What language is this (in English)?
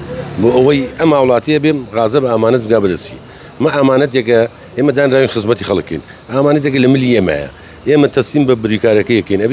Central Kurdish